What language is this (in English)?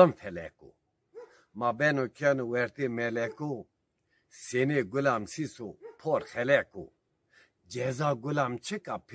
Zaza